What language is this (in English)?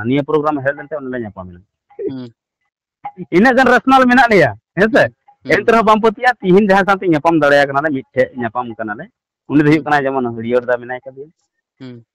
Santali